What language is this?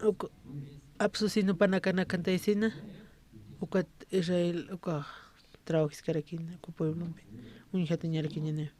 Aymara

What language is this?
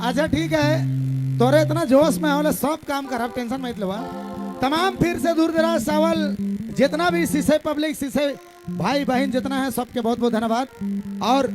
Sadri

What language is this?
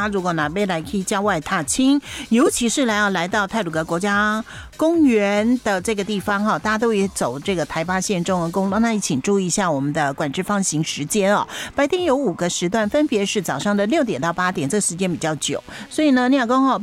Chinese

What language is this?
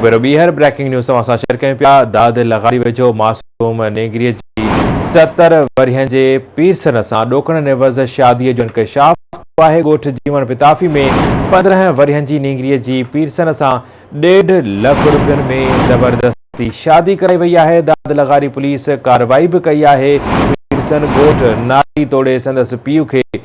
Sindhi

